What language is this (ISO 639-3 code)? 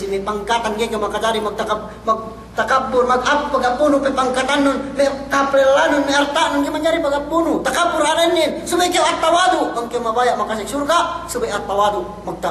yka